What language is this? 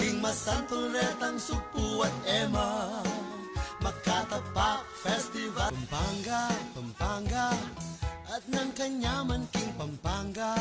Pampanga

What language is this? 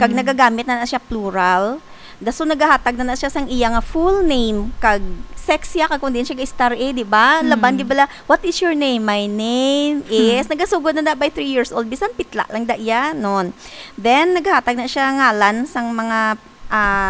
Hiligaynon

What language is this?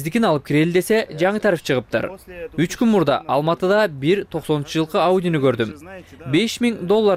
Kyrgyz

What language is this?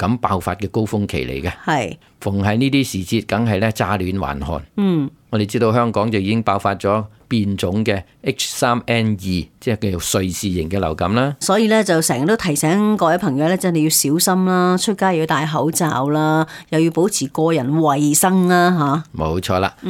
Cantonese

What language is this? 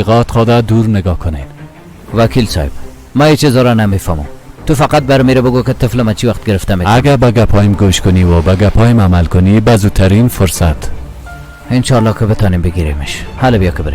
Persian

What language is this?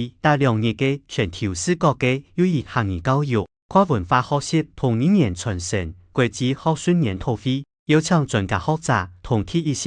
Hakka Chinese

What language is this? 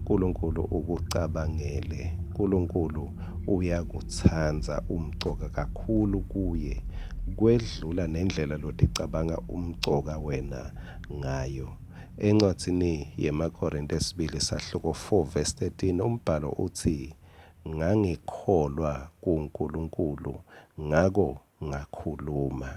Swati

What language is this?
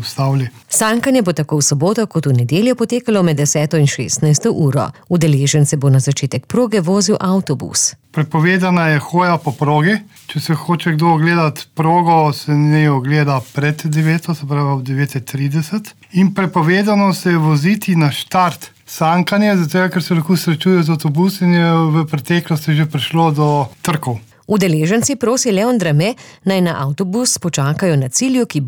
Slovenian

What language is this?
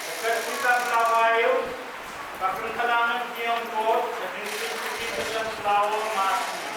Pohnpeian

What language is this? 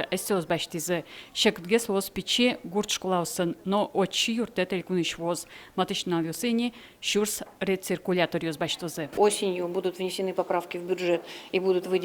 Udmurt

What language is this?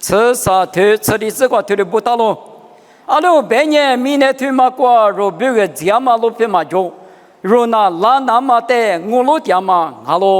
Lisu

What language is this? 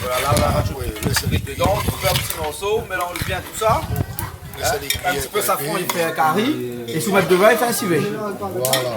Réunion Creole French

